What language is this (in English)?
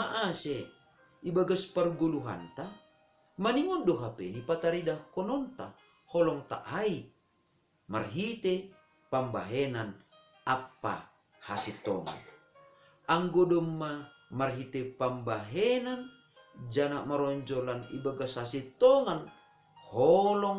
Batak Simalungun